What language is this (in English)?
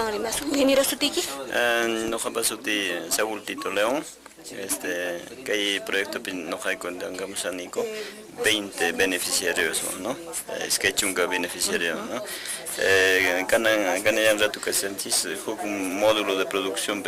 Quechua